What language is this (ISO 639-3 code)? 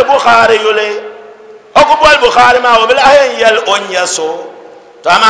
dag